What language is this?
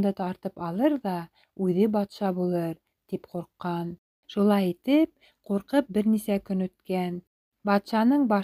Bashkir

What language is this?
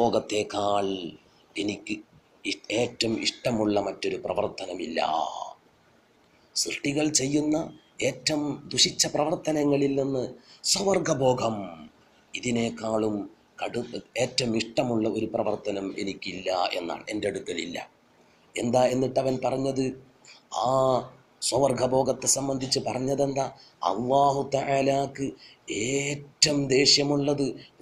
Malayalam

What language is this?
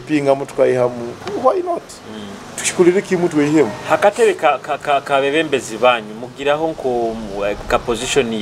Nyoro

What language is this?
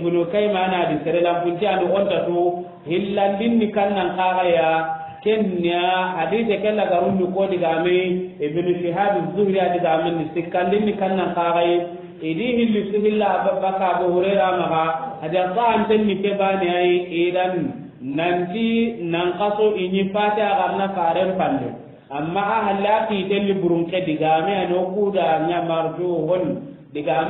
Soninke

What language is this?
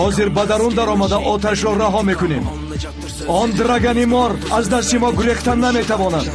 Tajik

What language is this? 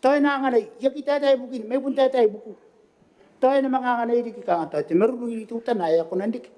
Gilbertese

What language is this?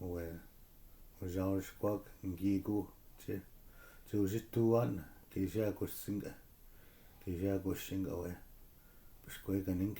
Chippewa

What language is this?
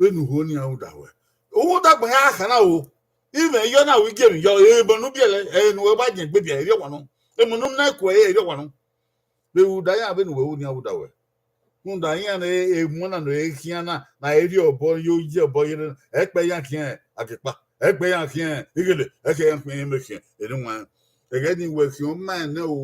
Bini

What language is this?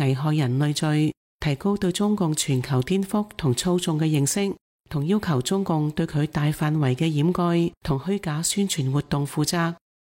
Cantonese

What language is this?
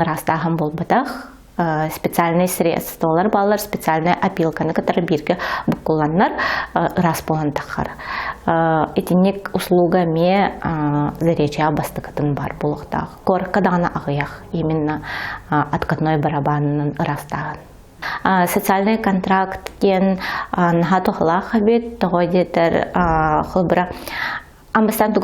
Yakut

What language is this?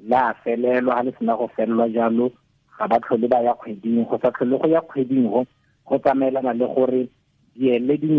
Tswana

